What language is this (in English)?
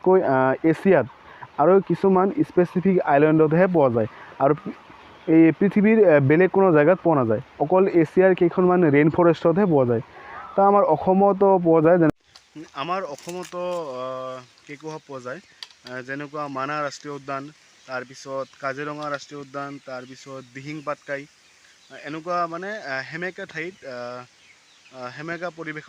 Assamese